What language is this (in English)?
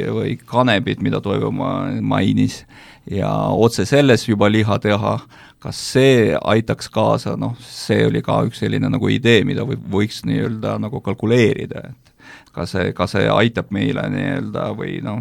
Estonian